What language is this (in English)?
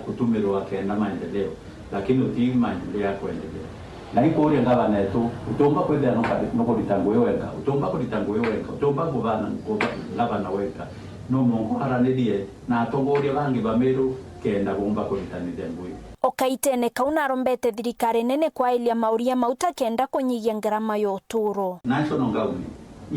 Meru